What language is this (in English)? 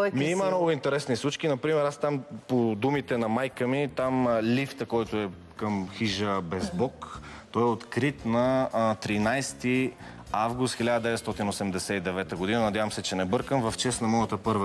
Bulgarian